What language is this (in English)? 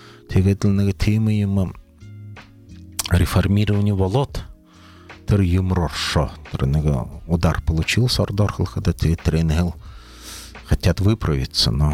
Buriat